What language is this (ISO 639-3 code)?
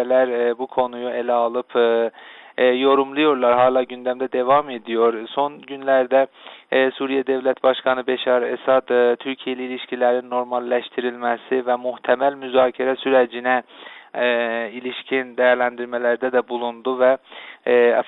tur